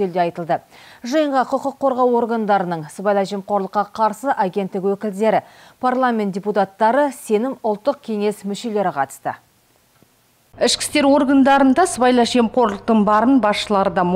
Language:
Kazakh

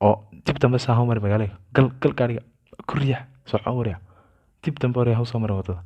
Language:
Somali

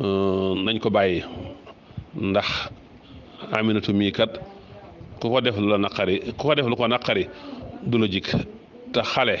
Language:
Wolof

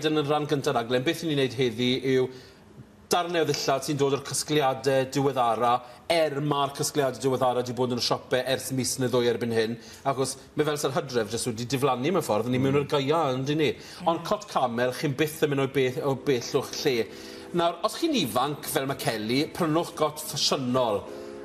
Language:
Welsh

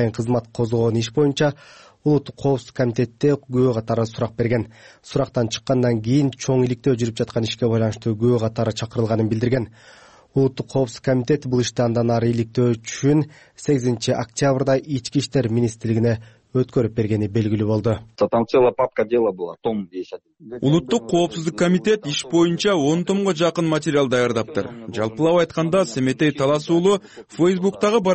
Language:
Kyrgyz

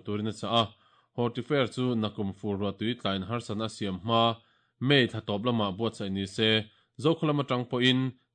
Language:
Mizo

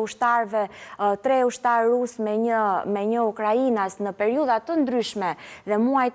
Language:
Albanian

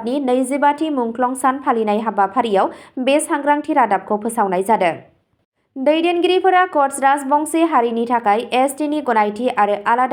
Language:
Bodo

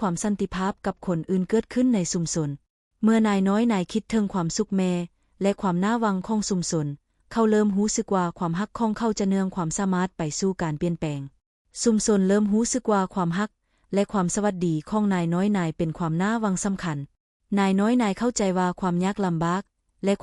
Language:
Lao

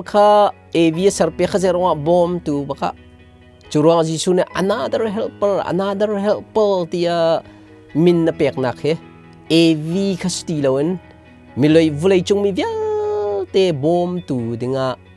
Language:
Hakha Chin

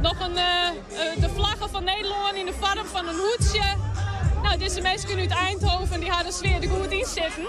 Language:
Western Frisian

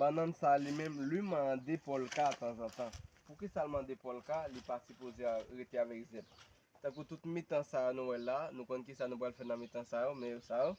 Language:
Haitian Creole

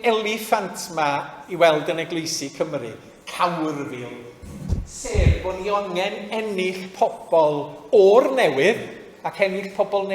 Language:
Welsh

